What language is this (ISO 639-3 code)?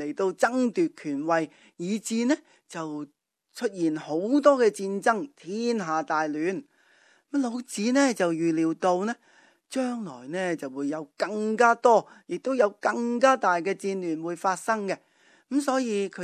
yue